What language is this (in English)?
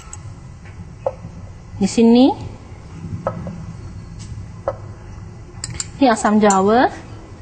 Malay